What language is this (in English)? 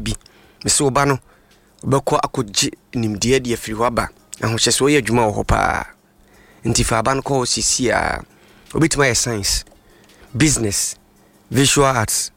Akan